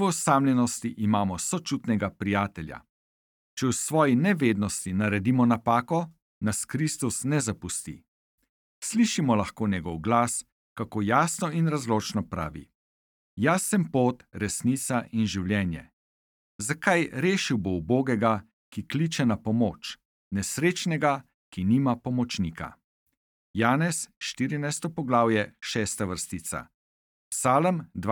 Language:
Slovenian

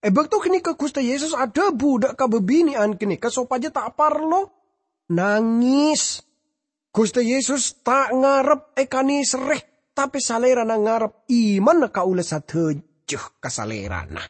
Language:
Madurese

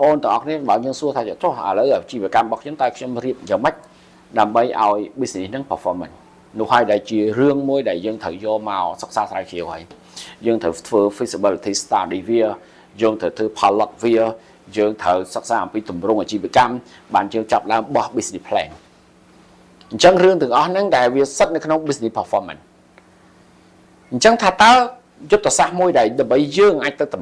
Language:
Khmer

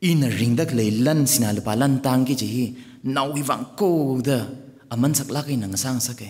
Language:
Tangkhul Naga (India)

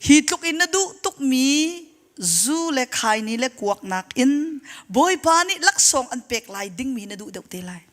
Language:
Hakha Chin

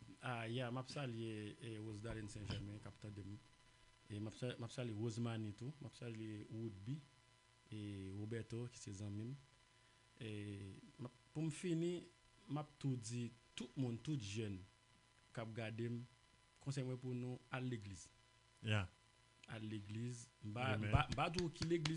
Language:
Haitian Creole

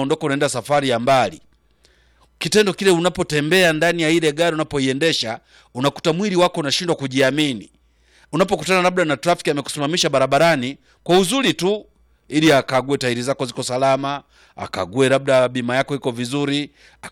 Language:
Swahili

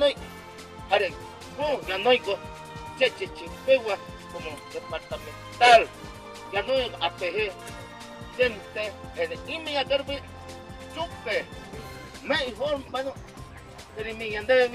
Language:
Guarani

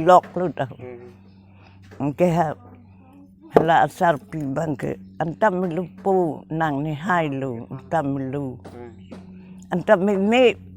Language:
Karbi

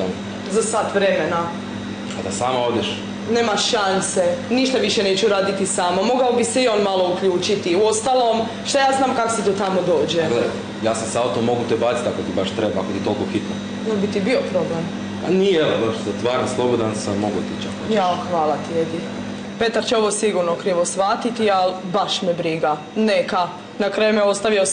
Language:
Croatian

